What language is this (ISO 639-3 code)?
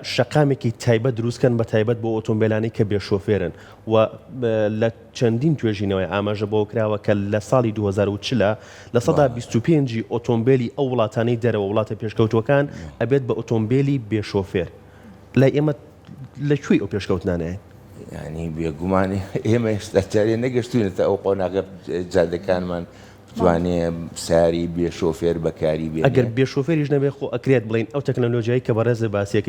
ckb